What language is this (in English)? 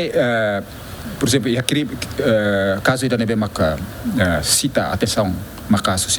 Tetum